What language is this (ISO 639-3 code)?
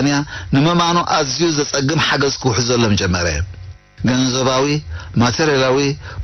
tir